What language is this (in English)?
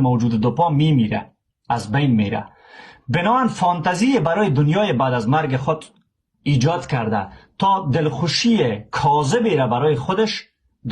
Persian